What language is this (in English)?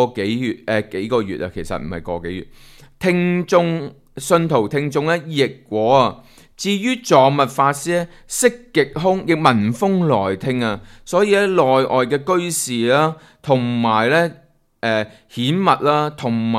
Cantonese